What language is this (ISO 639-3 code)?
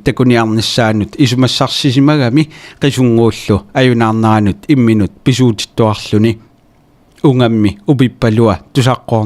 kal